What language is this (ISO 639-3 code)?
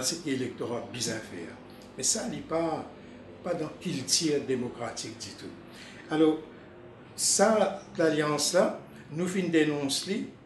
mfe